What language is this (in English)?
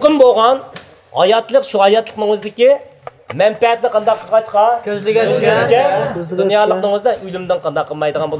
Uyghur